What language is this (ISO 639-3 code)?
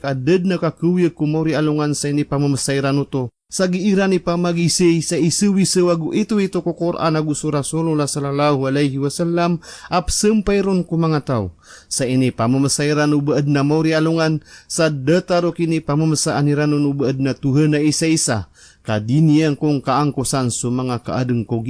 mrw